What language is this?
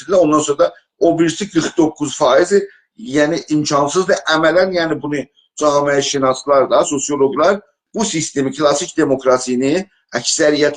South Azerbaijani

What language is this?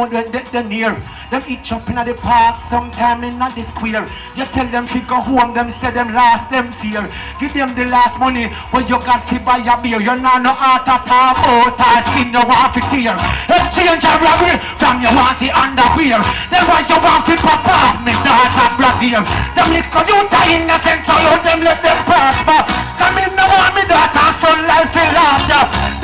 Jamaican Creole English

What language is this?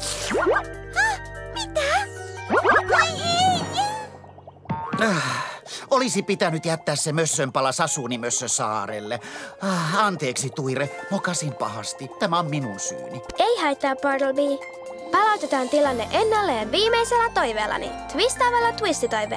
Finnish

